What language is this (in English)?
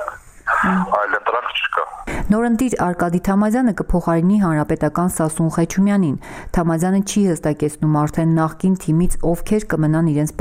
Armenian